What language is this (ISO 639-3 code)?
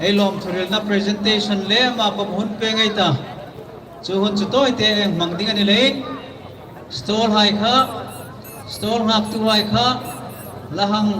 hmr